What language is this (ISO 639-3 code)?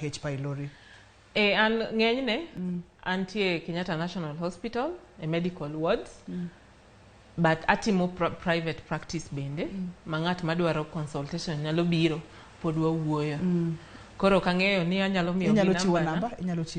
luo